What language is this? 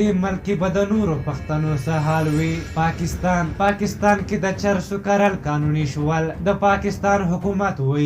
Pashto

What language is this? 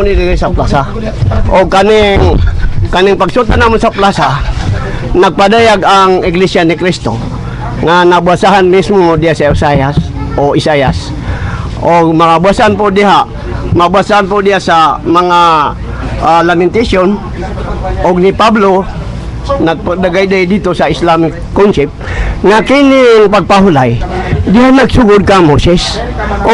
Cebuano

